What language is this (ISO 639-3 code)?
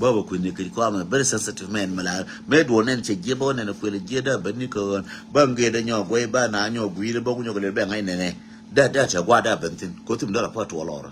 nus